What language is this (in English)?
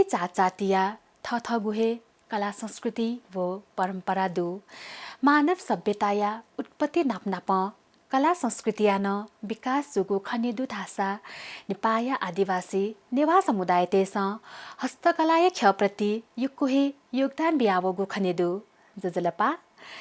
Newari